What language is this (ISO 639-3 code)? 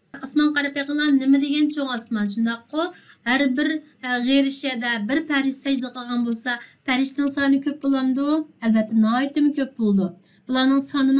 uig